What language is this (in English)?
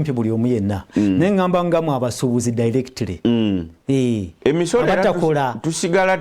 Ganda